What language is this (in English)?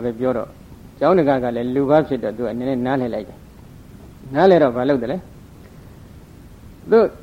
Burmese